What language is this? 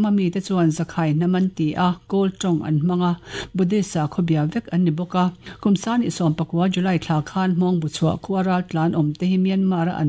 Mizo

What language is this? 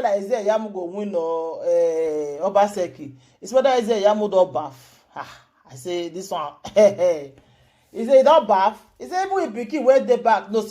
Nigerian Pidgin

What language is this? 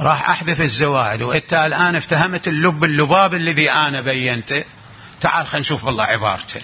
Mesopotamian Arabic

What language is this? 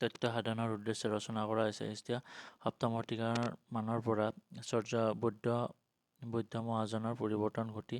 Assamese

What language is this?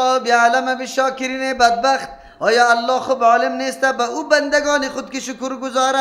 Persian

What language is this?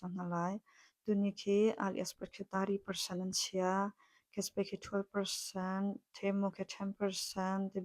Hakha Chin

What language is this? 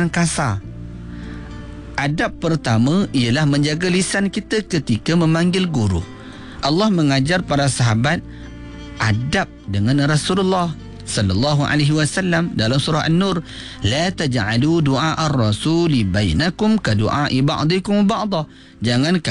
Malay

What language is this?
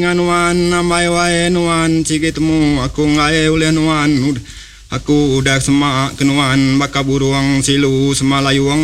Iban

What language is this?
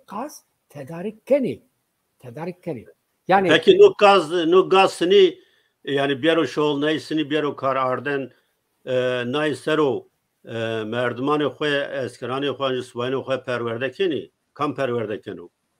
Zaza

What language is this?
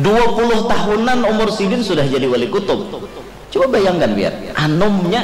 Banjar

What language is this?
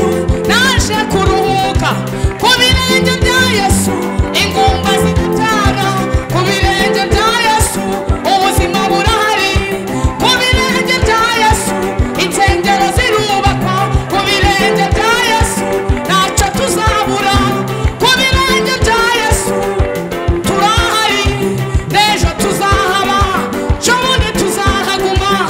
Kinyarwanda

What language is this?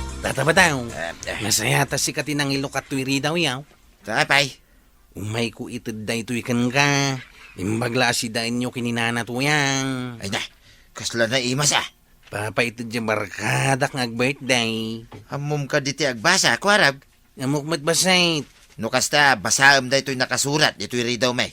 Iloko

